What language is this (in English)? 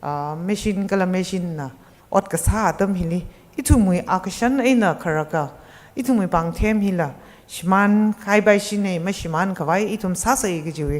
Tangkhul Naga (India)